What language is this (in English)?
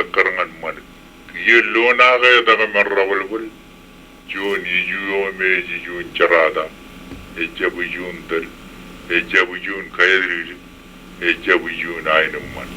Marshallese